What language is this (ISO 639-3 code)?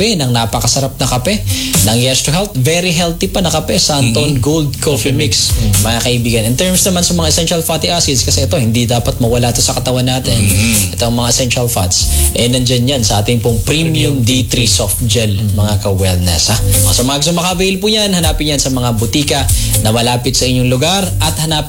fil